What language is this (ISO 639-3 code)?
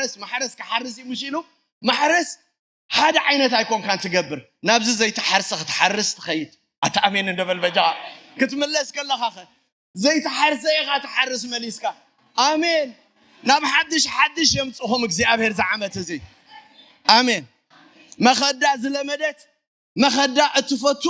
tir